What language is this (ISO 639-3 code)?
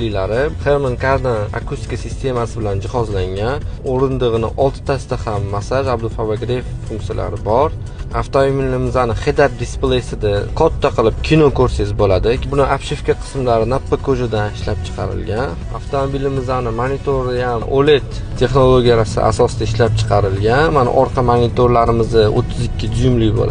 uzb